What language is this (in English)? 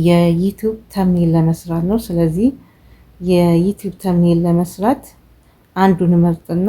Amharic